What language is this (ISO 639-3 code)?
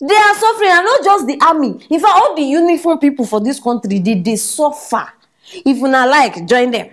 pcm